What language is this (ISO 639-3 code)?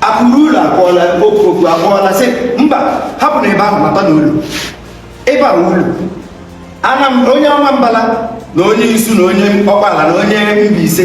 ibo